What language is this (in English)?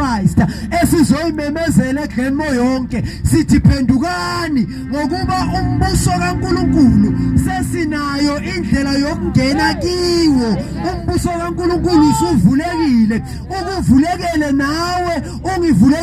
Zulu